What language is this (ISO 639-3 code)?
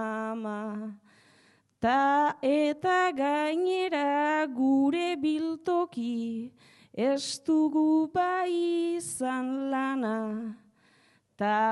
eus